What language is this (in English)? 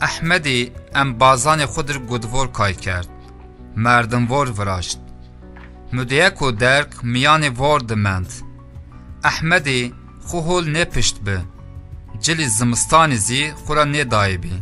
Zaza